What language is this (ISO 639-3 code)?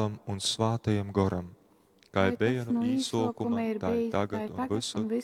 ltg